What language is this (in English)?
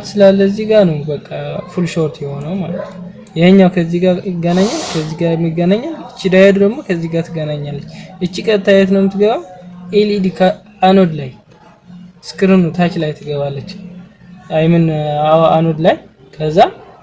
Amharic